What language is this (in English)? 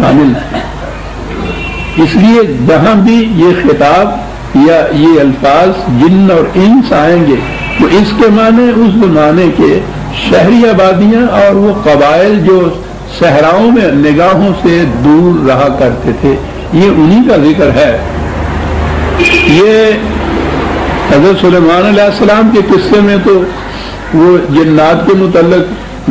Urdu